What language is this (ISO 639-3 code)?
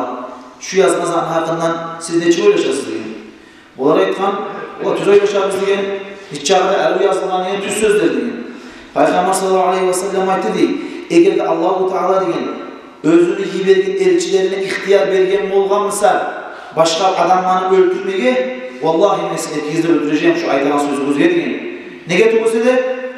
kum